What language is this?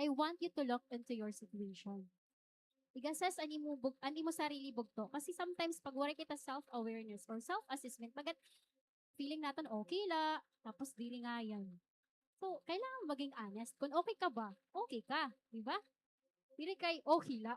Waray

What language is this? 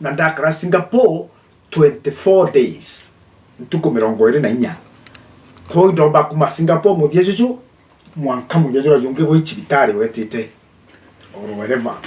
Meru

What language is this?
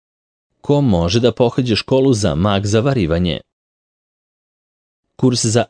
Serbian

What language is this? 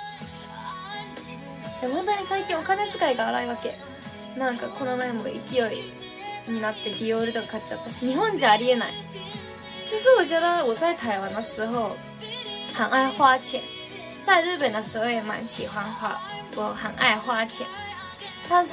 Chinese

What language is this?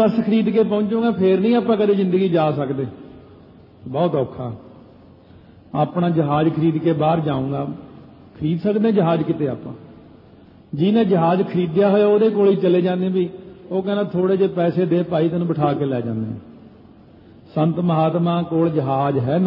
Punjabi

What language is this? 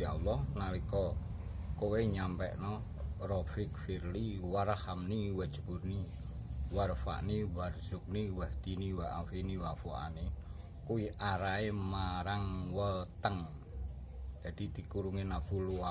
Javanese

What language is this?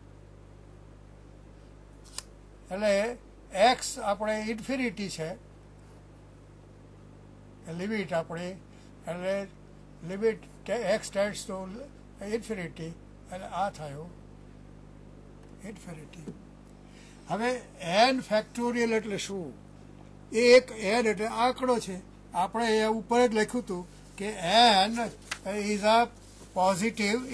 Gujarati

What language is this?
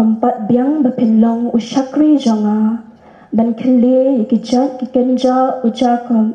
Khasi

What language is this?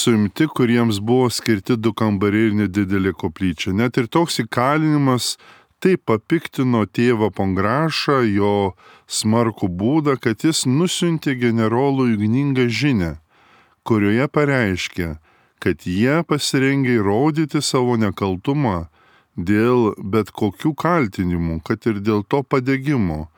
Lithuanian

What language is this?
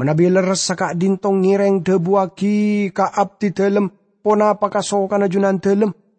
Madurese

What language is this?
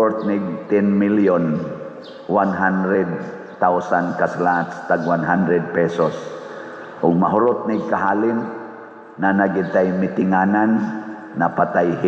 Cebuano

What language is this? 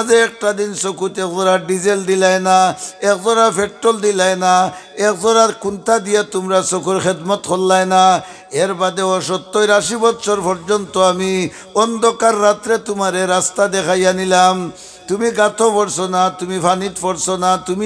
Sylheti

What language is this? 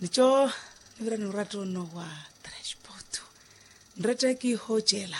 Makhuwa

